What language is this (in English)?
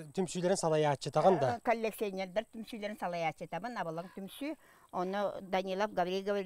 Yakut